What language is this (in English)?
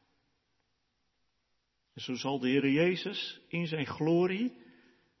Dutch